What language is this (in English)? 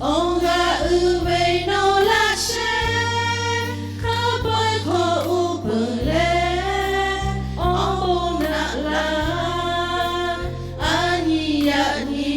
Lahu